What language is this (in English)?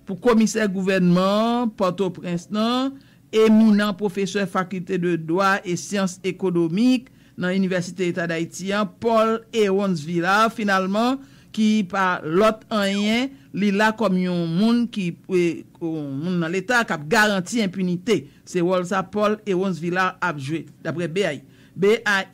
Haitian Creole